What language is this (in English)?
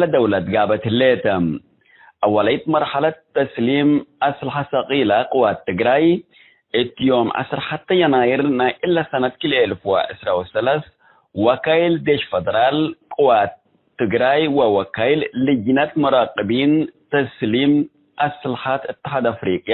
Tigre